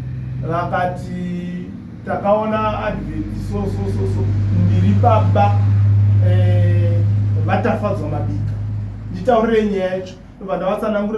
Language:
Shona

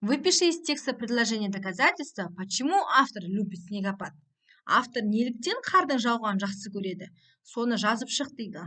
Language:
Kazakh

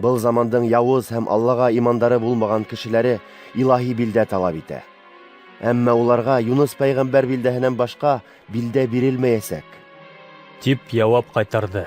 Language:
Bashkir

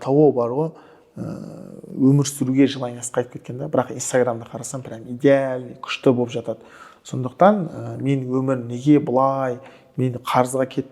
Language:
Kazakh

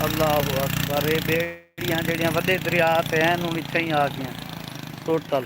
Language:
Saraiki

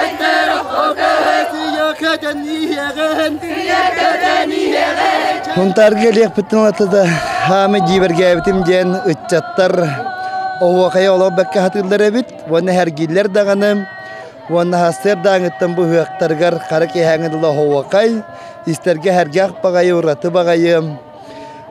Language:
Yakut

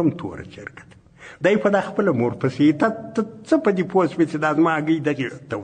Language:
Pashto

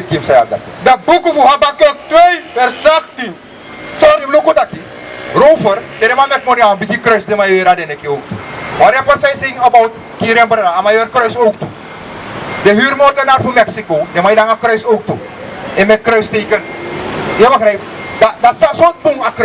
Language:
Sranan Tongo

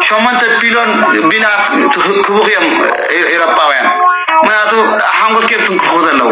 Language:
Tigrinya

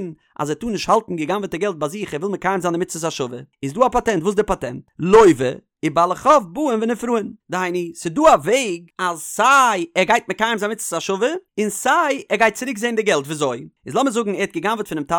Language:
Yiddish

